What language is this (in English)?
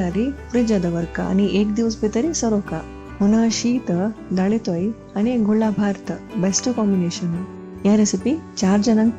Konkani